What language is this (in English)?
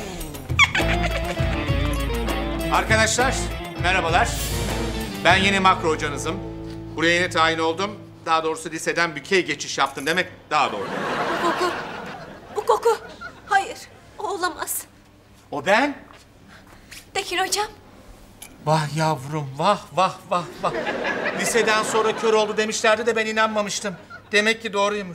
Turkish